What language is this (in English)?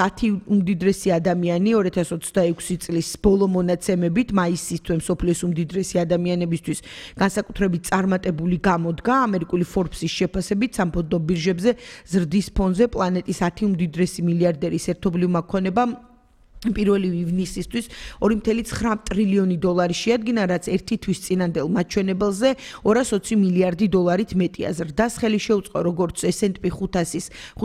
Georgian